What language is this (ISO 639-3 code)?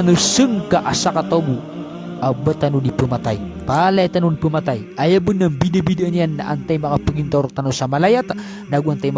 mrw